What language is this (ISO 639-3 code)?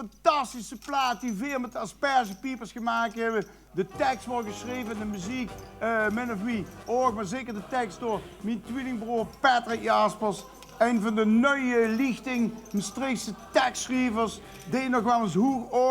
lim